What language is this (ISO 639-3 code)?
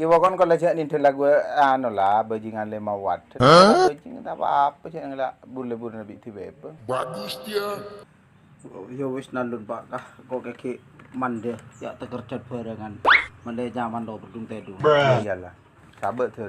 mad